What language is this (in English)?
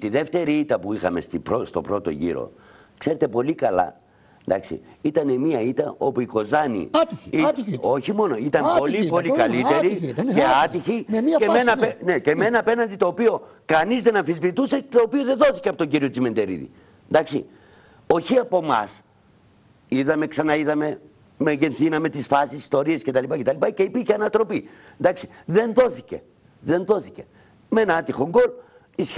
Greek